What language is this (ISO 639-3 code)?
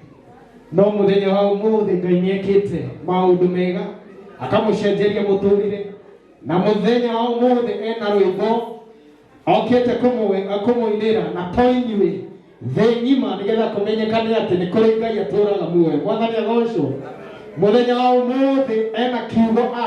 kik